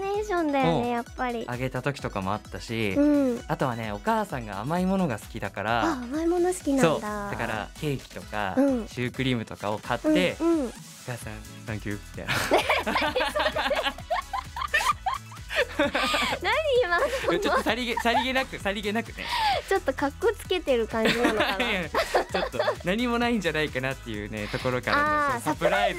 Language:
Japanese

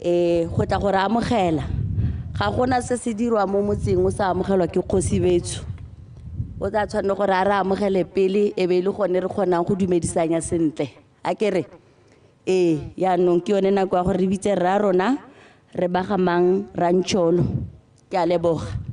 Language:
Tswana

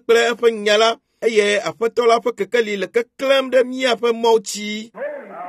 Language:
Ewe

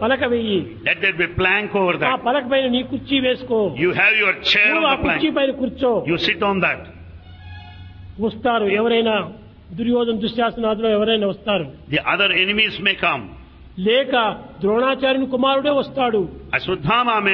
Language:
Telugu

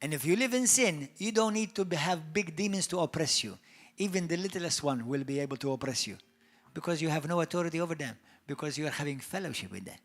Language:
English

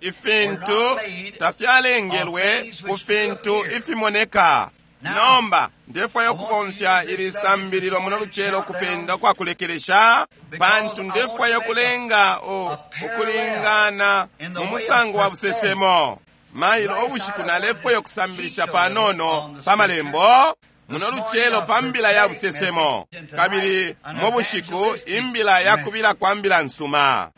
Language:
Bemba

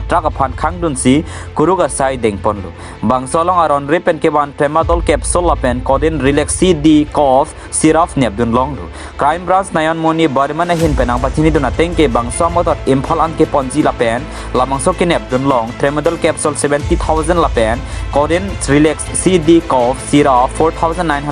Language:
Karbi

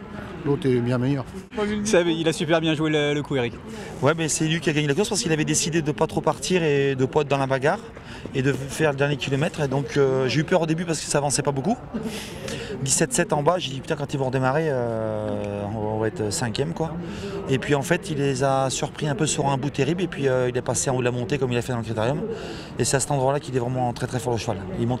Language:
French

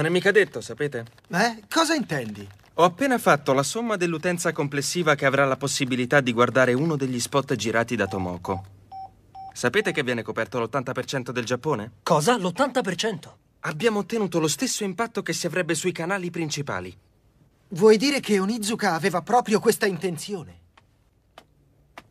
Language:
Italian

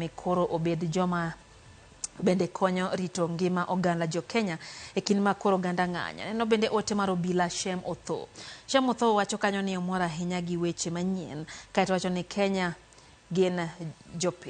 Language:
Luo (Kenya and Tanzania)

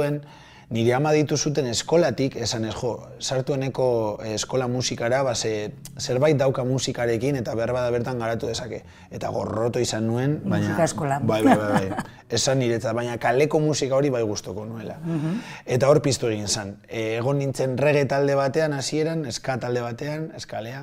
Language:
Basque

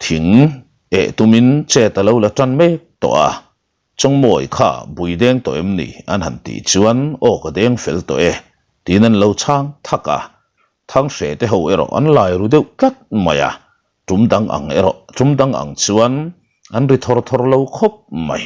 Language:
Mizo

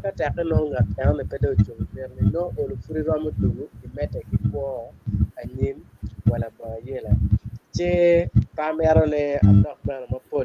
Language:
Acoli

